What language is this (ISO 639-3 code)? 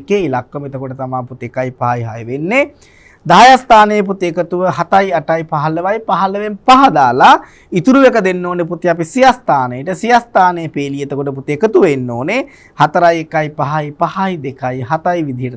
sin